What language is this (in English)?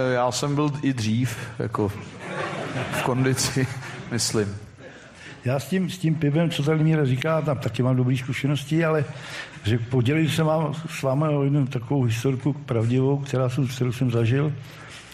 Czech